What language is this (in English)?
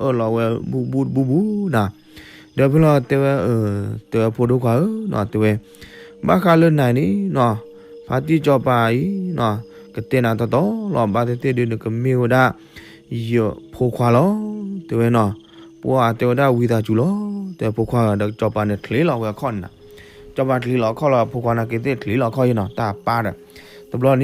S'gaw Karen